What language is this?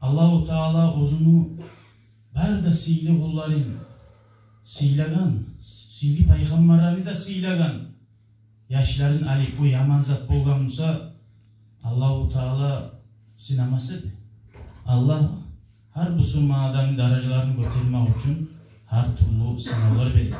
Kumyk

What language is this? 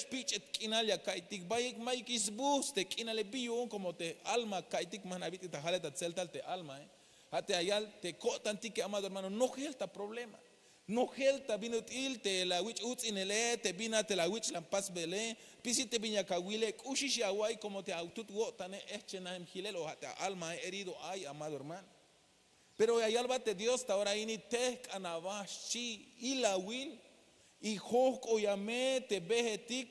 Tzeltal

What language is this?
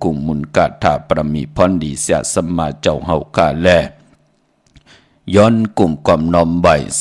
Shan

